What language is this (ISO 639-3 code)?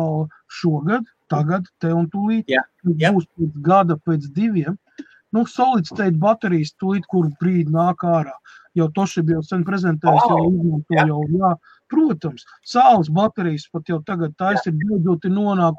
lav